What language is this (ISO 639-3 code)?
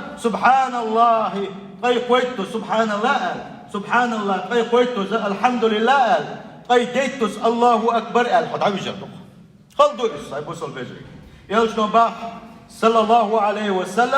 che